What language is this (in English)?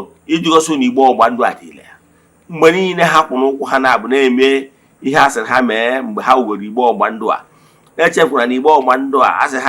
Igbo